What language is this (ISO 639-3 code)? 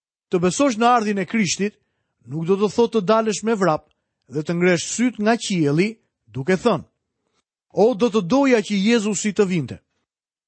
sqi